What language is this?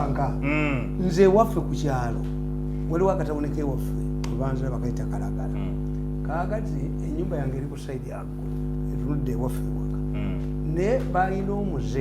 Ganda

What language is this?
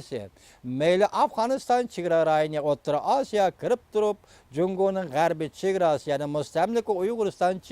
Uyghur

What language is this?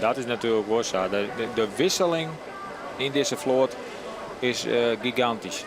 Western Frisian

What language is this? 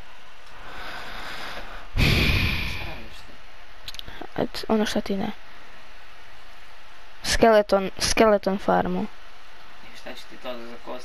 Croatian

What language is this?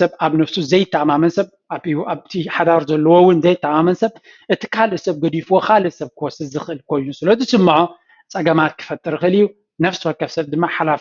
Tigrinya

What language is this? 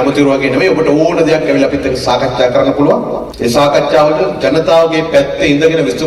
Sinhala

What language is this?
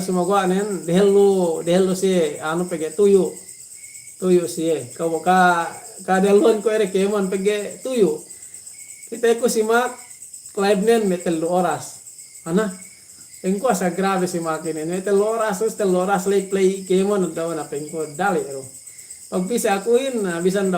Yakan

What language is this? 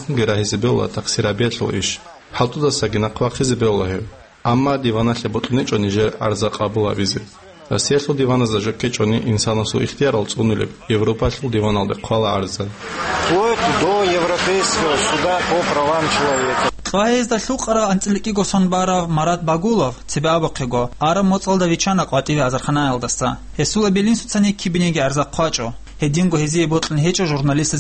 Avaric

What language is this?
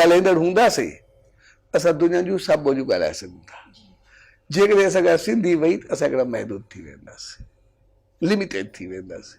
Sindhi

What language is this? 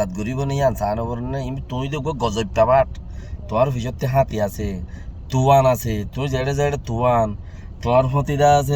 Rohingya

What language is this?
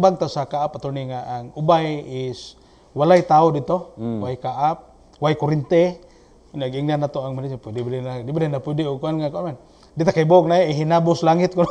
Cebuano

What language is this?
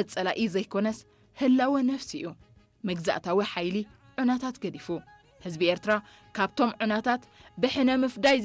Tigrinya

